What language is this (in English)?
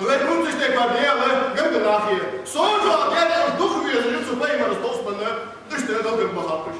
Ingush